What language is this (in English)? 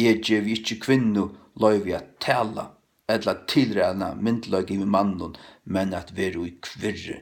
Faroese